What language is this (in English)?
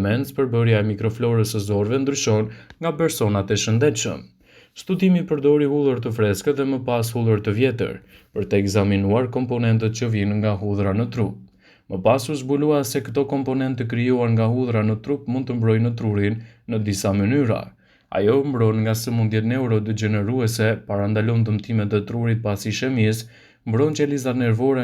Albanian